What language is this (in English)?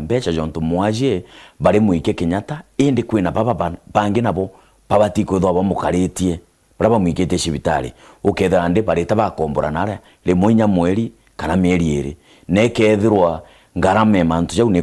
Meru